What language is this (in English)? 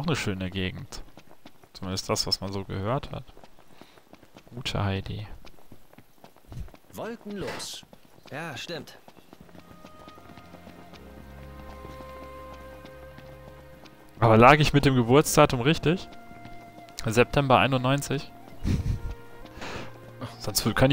German